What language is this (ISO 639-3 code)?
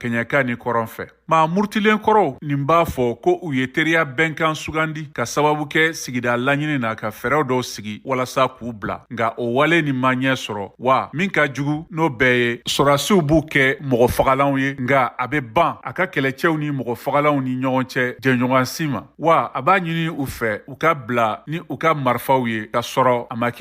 bam